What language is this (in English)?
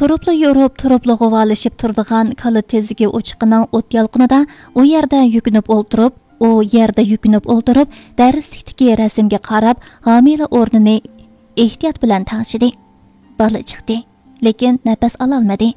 Uyghur